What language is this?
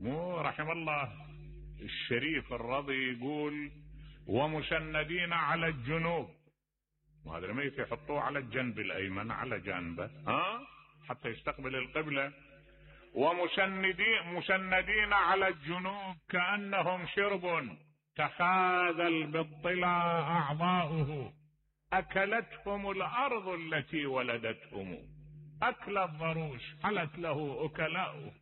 Mesopotamian Arabic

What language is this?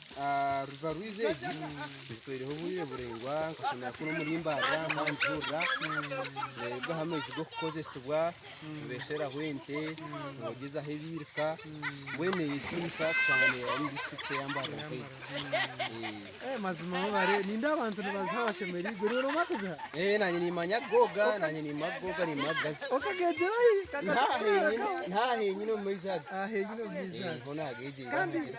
Nyankole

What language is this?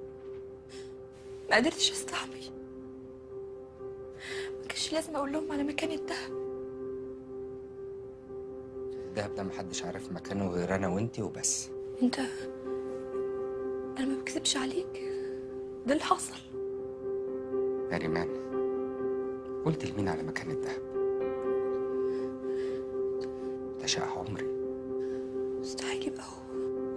Egyptian Arabic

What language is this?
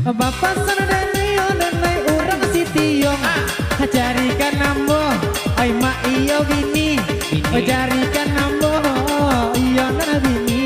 Minangkabau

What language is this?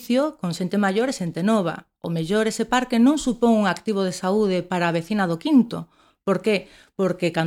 Galician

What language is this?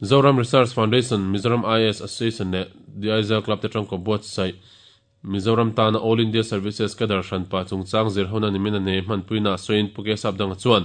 Mizo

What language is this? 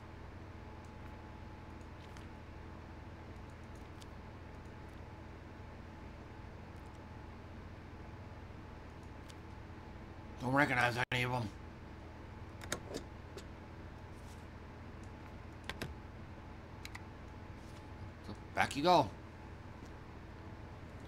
English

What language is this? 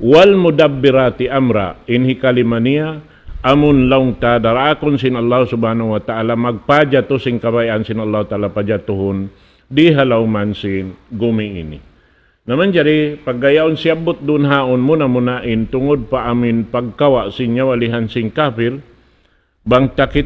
Tausug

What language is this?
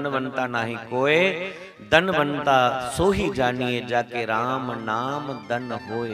Dogri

